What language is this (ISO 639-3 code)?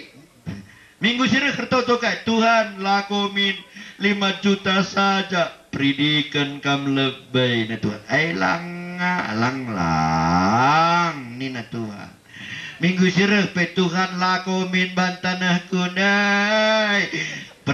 btx